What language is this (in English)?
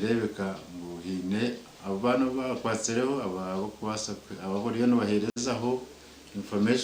Nyankole